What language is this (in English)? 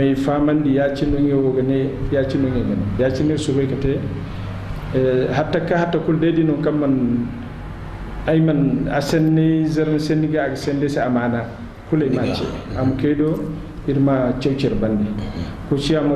Zarma